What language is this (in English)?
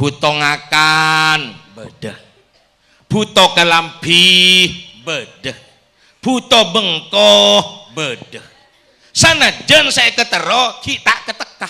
Madurese